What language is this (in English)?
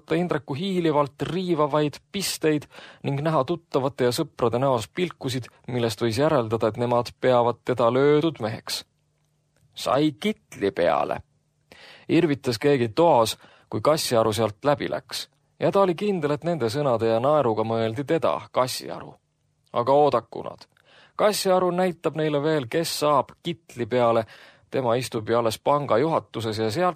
Estonian